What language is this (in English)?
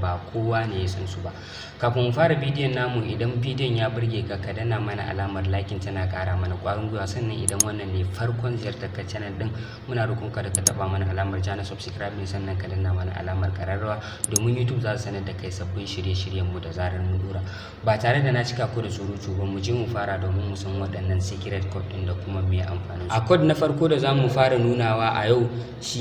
Hausa